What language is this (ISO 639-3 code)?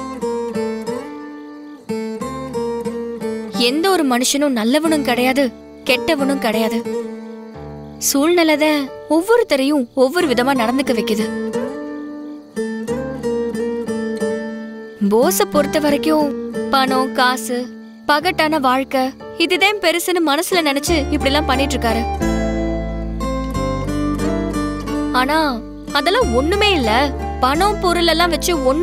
tam